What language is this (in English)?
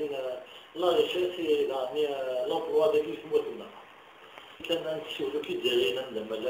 Kabyle